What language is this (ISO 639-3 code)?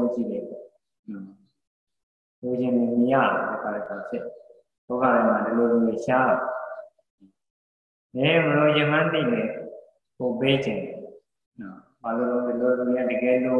mya